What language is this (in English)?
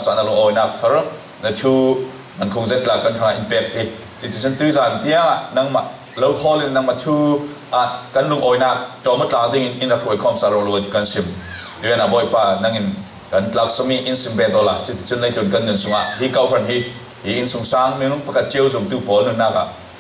Falam Chin